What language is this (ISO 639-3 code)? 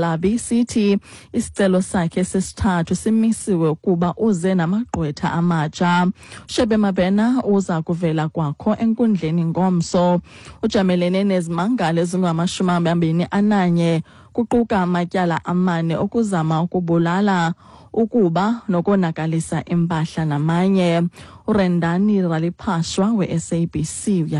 xho